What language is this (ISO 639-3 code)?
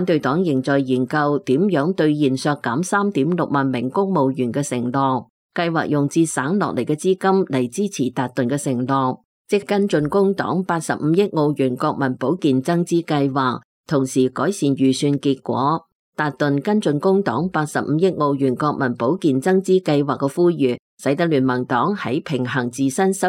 yue